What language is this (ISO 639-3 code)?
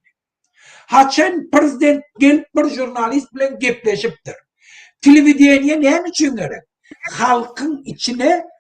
tuk